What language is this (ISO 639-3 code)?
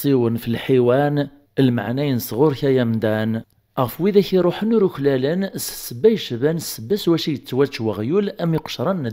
kab